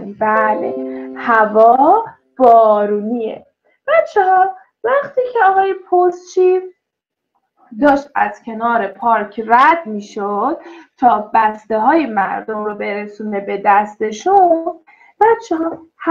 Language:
Persian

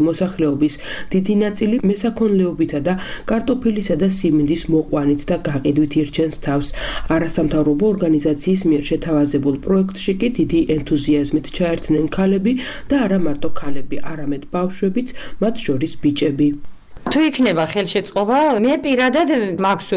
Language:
Georgian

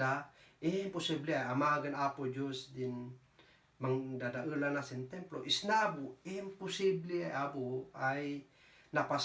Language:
Kankanaey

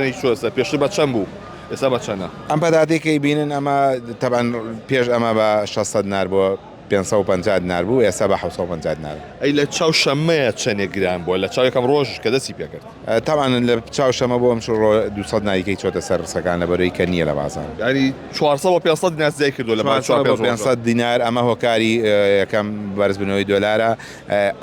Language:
Central Kurdish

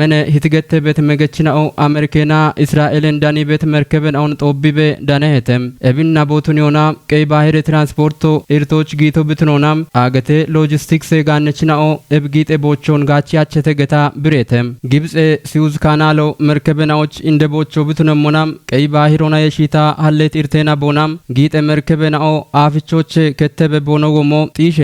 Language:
Kafa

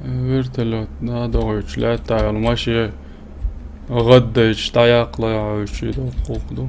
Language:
Chechen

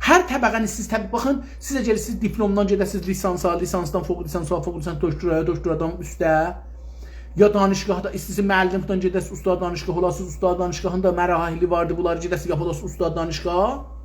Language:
South Azerbaijani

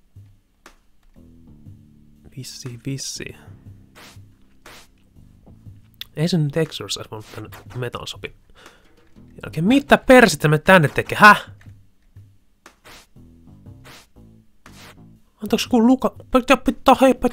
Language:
Finnish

